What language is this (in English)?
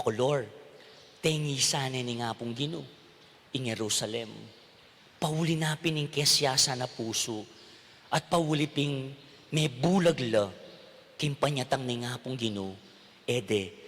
Pampanga